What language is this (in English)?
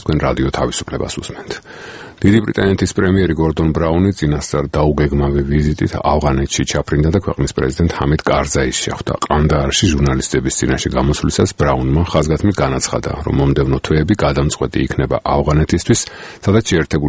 Georgian